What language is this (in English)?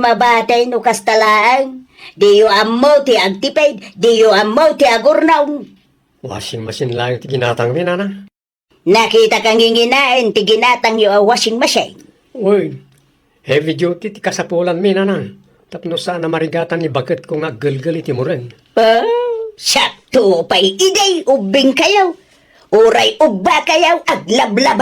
Iloko